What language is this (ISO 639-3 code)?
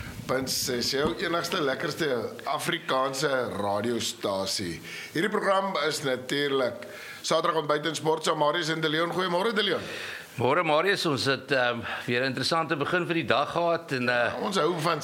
afr